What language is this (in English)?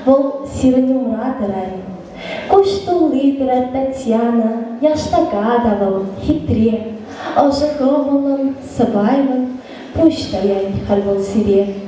Chuvash